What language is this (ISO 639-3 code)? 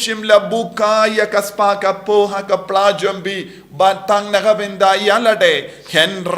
kha